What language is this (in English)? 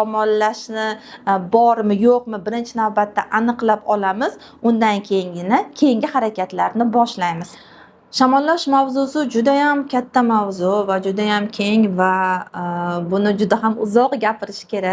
Uzbek